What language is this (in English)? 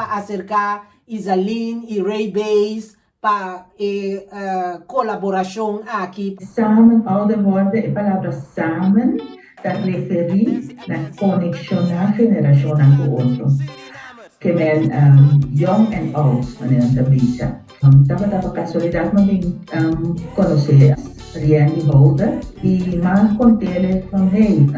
Papiamento